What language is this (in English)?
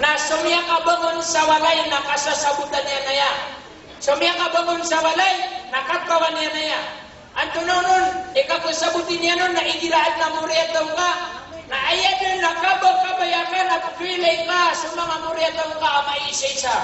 Maranao